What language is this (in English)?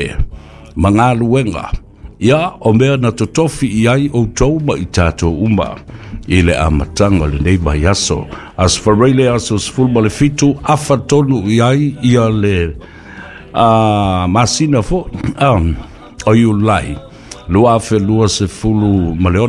Samoan